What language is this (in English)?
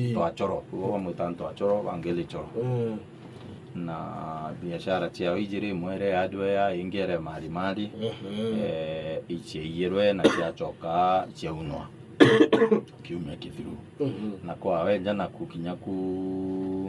Meru